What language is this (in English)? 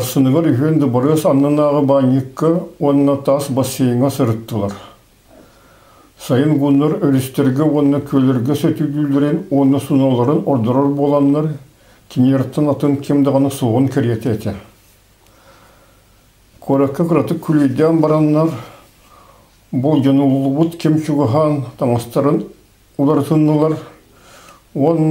Kazakh